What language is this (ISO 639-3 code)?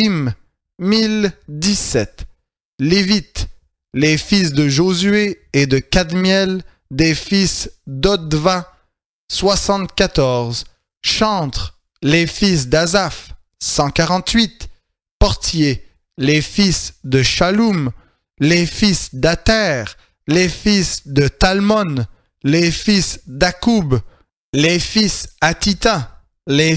fra